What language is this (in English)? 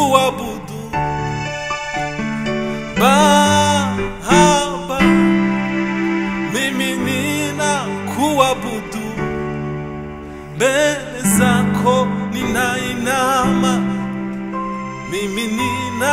Swahili